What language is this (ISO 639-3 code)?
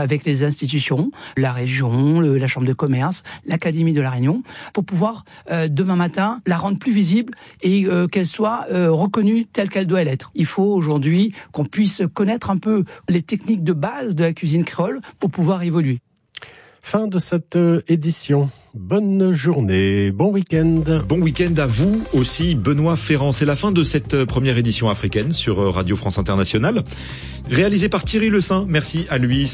fra